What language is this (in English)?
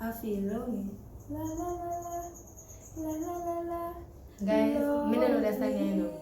Jamaican Creole English